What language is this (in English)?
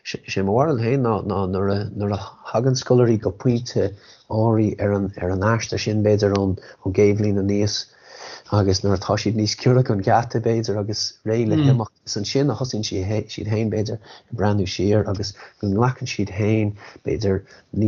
Irish